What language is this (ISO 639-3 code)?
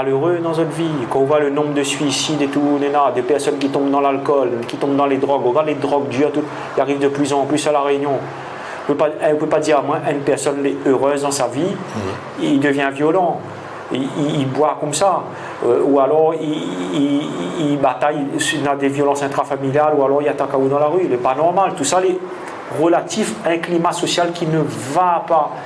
rcf